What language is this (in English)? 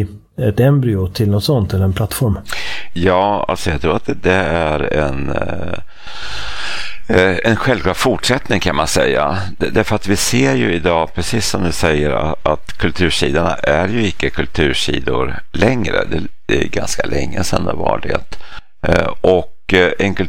Swedish